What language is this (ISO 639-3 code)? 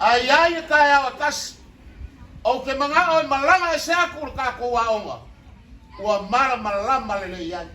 smo